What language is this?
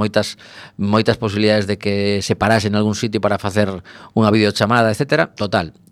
Galician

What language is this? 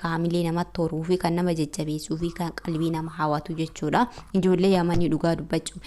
Oromo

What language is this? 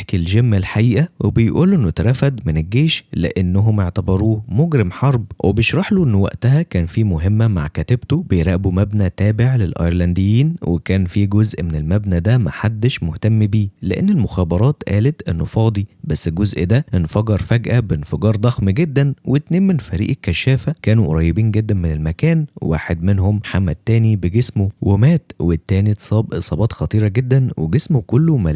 Egyptian Arabic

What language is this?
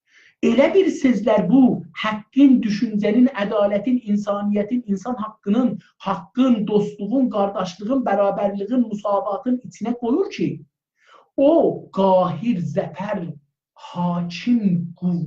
South Azerbaijani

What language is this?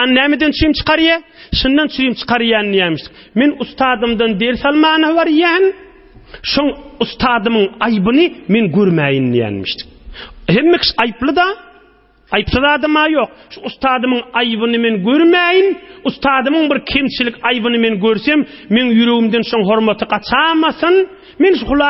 Turkmen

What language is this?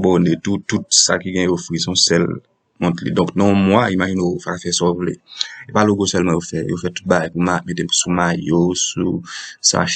Haitian Creole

